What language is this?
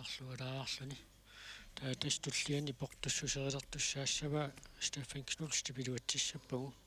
Kalaallisut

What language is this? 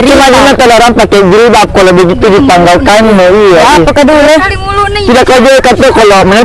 Makassar Malay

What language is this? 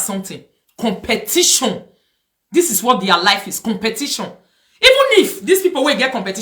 Nigerian Pidgin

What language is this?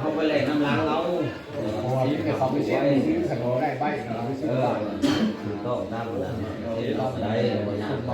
Northeastern Thai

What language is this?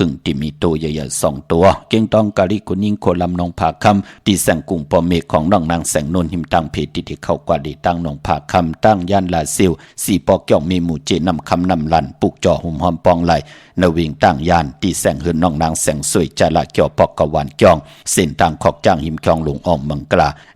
Shan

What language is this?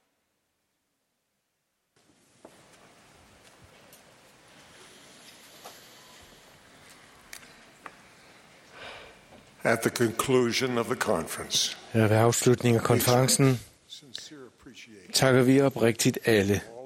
Danish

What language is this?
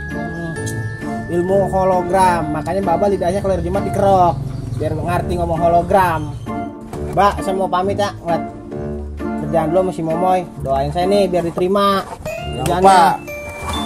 Betawi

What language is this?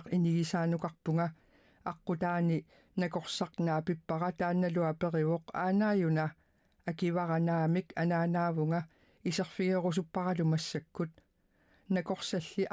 Kalaallisut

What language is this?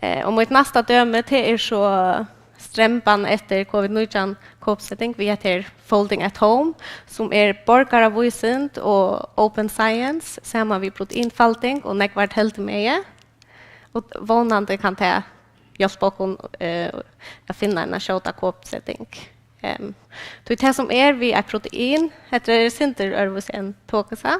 Faroese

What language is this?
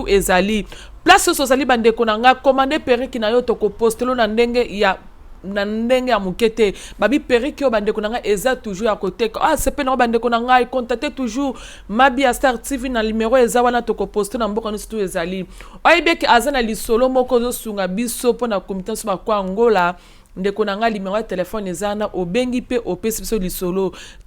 Lingala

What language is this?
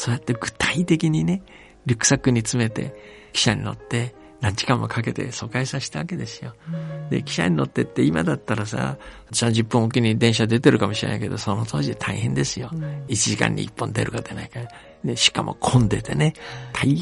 Japanese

